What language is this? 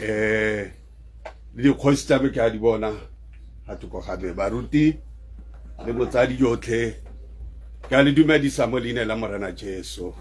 Tswana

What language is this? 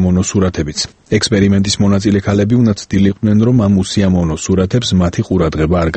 Georgian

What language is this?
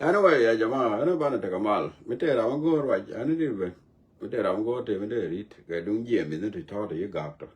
Nuer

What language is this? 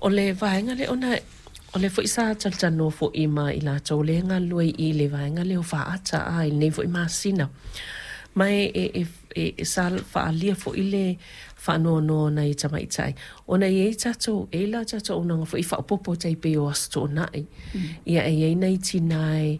Samoan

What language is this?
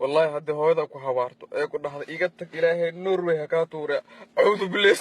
Somali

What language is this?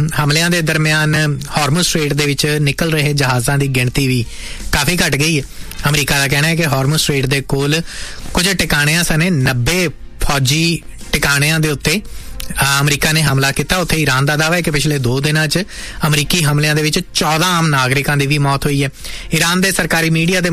Punjabi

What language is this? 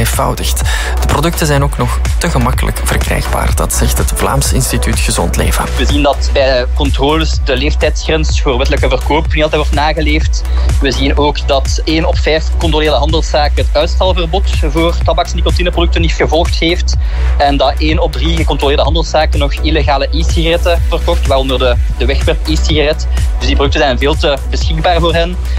Dutch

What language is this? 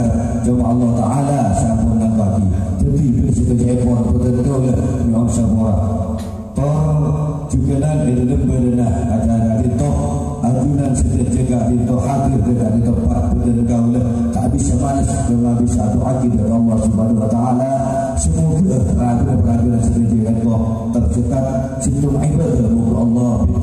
Madurese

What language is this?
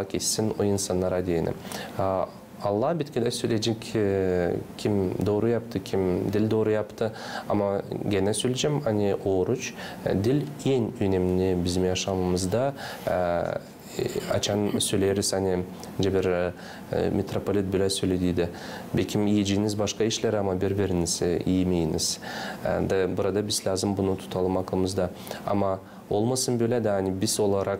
Gagauz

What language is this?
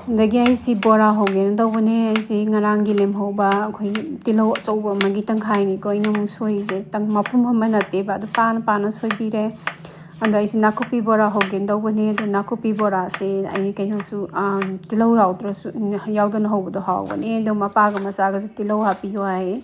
Manipuri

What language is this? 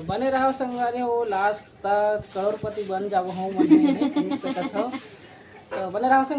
Chhattisgarhi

